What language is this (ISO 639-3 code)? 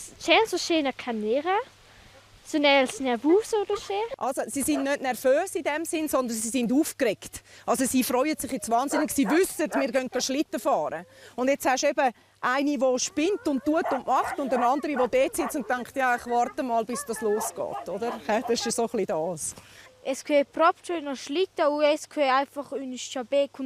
roh